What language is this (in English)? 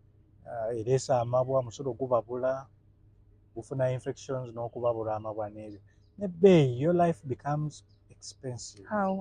Ganda